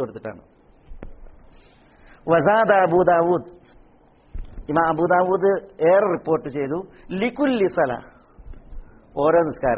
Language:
Malayalam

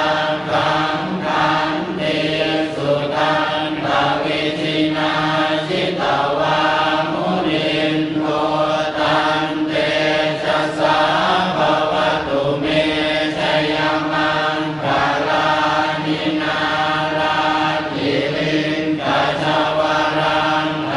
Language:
Pali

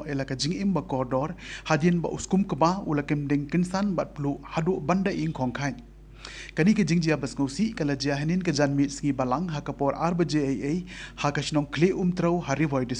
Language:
Khasi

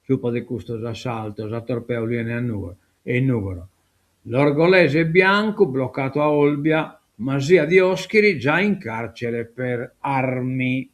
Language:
Sardinian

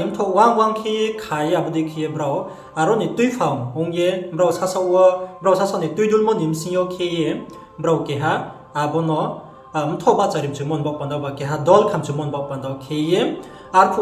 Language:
Riang (India)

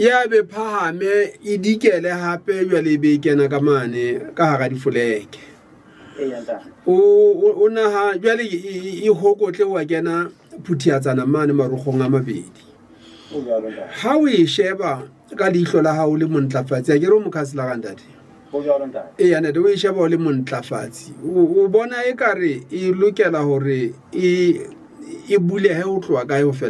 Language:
Southern Sotho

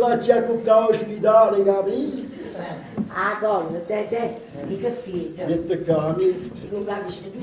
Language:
Neapolitan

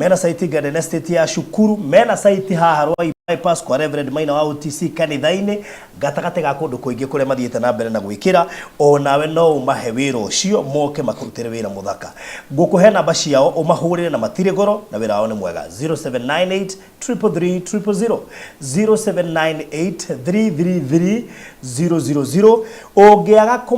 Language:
Kikuyu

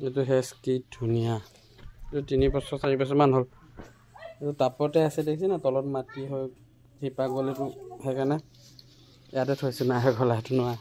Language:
Assamese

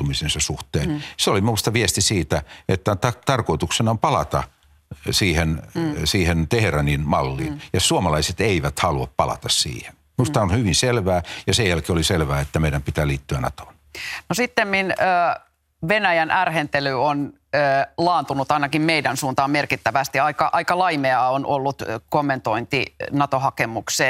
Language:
Finnish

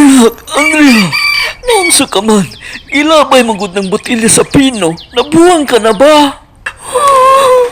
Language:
Cebuano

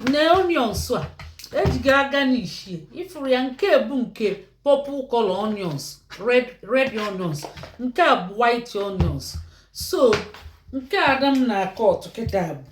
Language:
Igbo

